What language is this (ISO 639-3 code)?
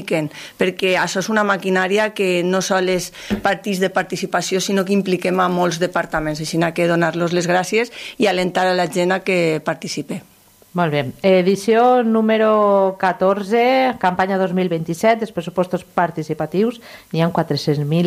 cat